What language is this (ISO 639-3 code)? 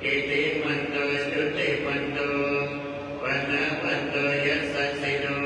pli